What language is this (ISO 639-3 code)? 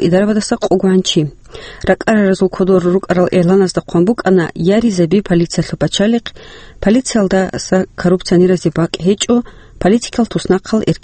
ava